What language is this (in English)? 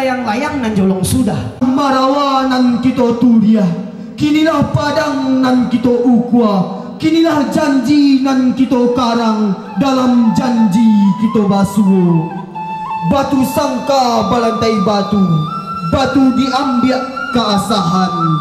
Minangkabau